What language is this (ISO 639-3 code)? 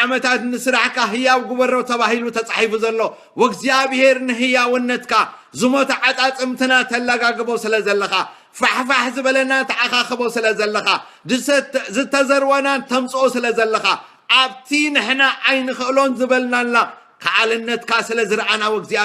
tir